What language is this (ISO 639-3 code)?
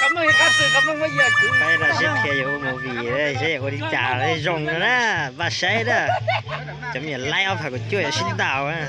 hmn